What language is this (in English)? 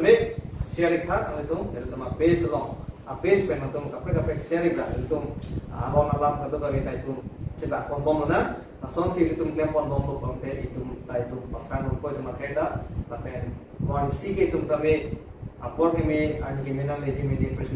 Karbi